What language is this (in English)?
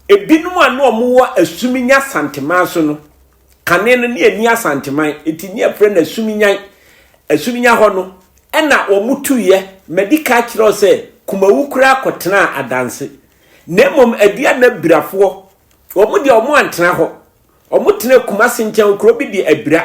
Akan